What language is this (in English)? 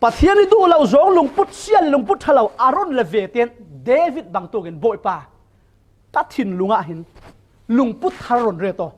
Falam Chin